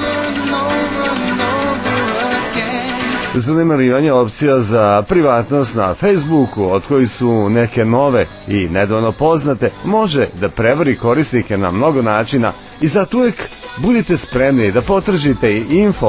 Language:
Serbian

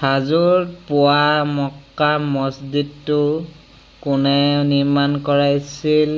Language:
Assamese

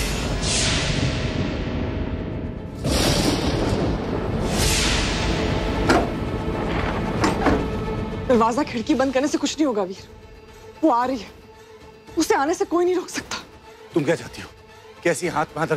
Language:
Hindi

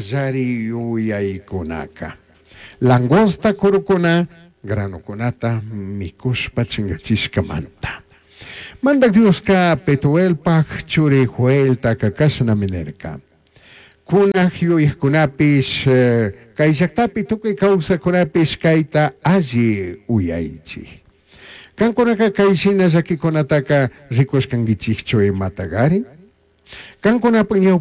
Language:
Chimborazo Highland Quichua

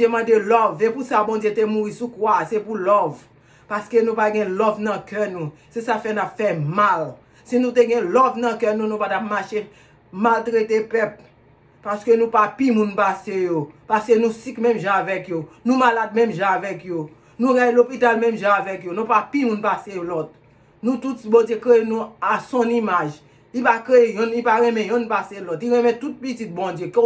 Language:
Haitian Creole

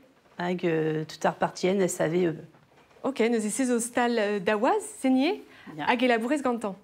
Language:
Breton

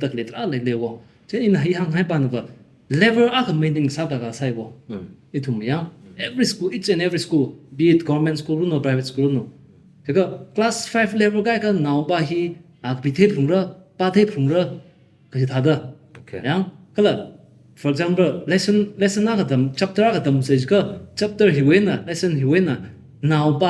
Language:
Tangkhul Naga (India)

